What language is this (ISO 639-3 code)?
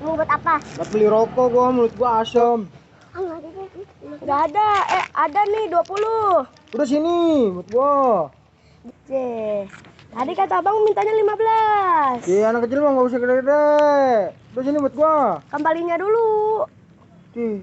bew